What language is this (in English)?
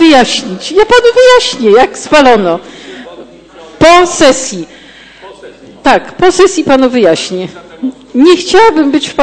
Polish